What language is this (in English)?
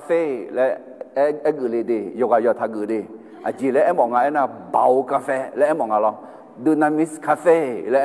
Akha